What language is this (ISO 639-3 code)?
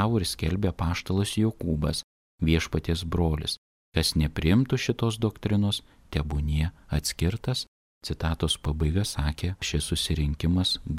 lit